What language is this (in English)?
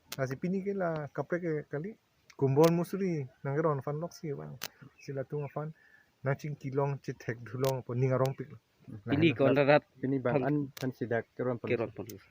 Karbi